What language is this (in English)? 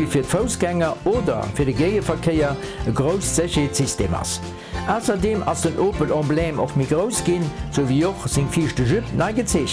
Luxembourgish